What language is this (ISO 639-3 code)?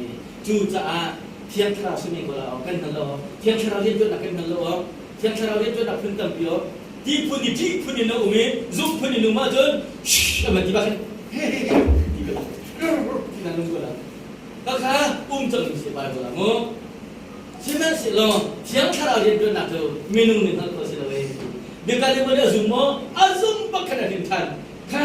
cnh